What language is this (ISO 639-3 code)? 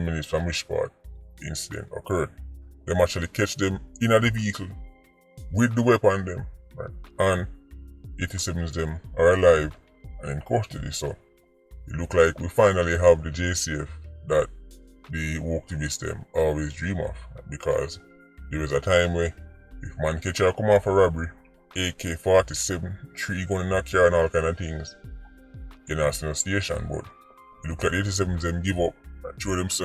jam